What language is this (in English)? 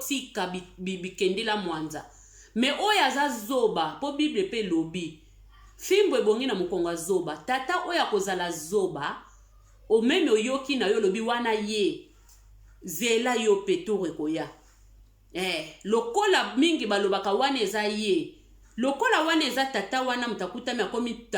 Lingala